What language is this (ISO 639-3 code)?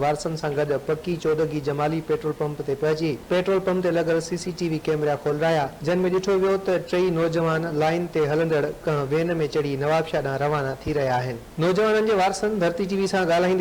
snd